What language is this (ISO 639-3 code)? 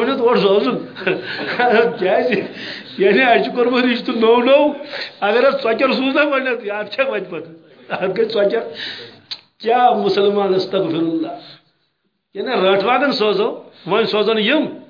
kas